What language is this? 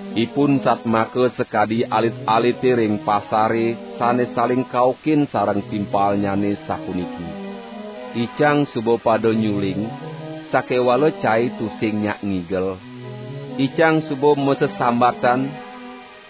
Balinese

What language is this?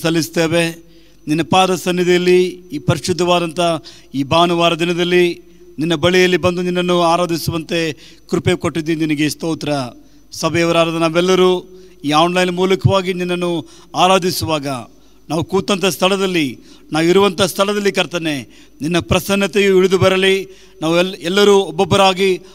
Kannada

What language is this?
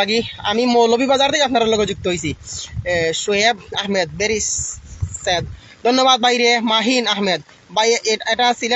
Sylheti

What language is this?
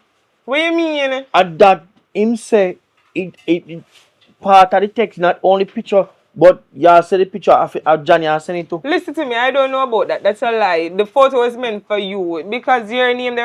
Jamaican Creole English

